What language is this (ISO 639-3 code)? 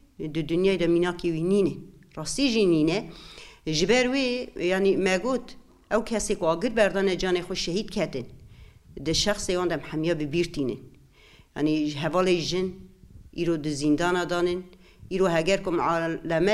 kur